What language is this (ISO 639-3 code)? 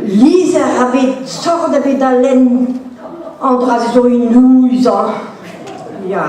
bre